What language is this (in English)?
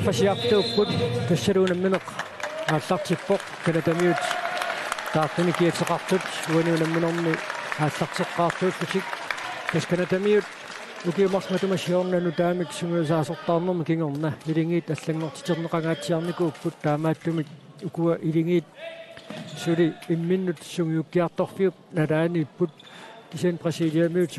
Kalaallisut